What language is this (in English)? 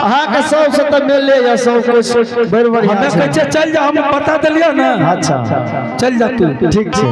Angika